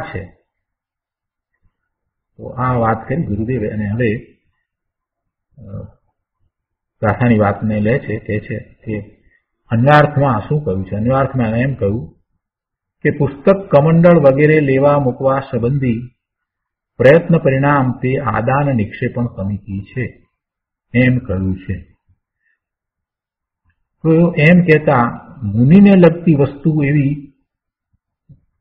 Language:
Gujarati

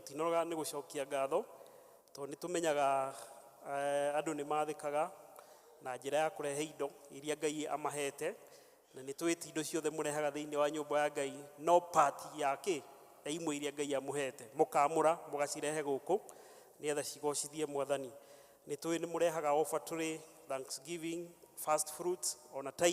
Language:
Kikuyu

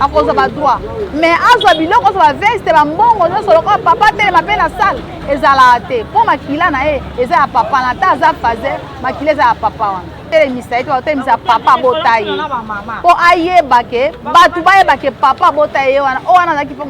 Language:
Lingala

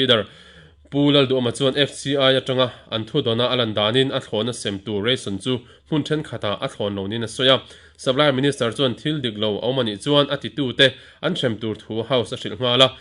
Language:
Mizo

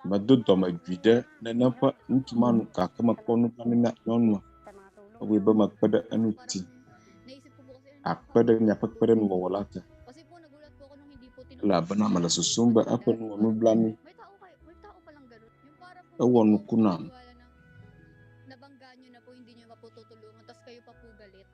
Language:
Ewe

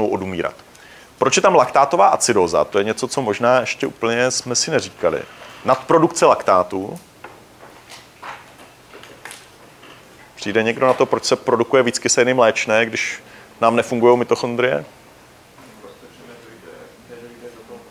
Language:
Czech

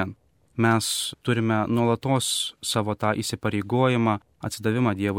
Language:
Lithuanian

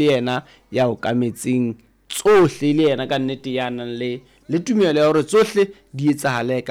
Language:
Southern Sotho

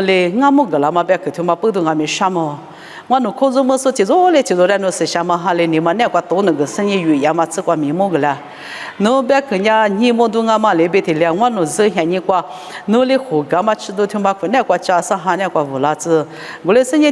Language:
Lisu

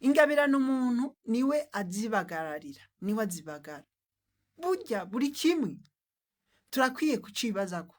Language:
Rundi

